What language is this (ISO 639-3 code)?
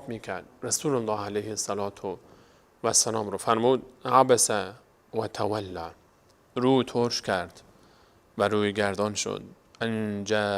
fas